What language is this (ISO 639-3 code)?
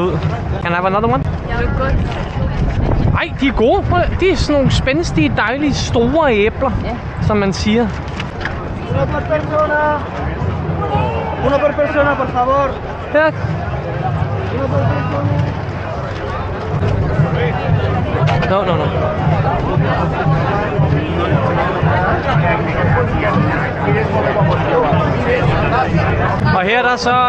dan